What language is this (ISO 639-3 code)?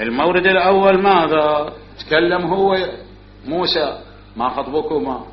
acm